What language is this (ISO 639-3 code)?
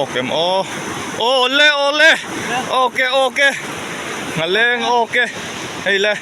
lus